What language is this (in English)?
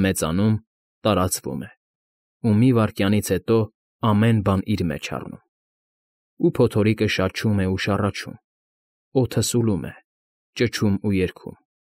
Armenian